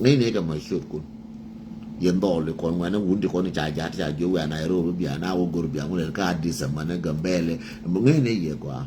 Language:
Nuer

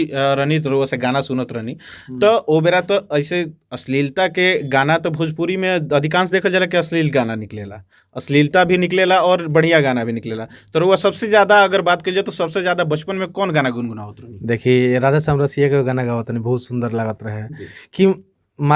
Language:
Bhojpuri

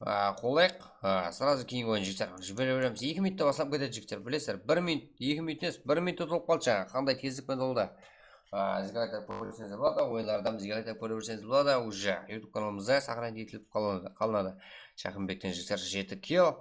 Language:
Kara-Kalpak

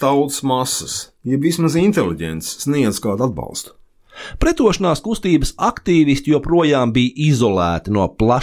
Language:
Latvian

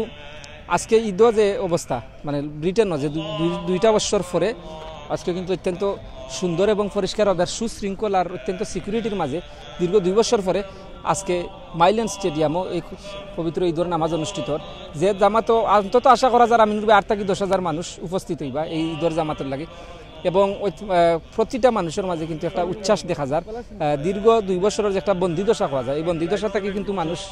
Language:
Sylheti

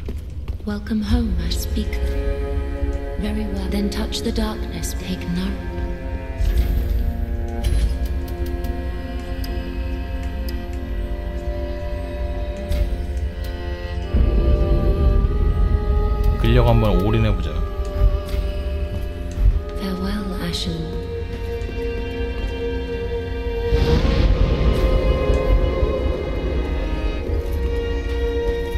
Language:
Korean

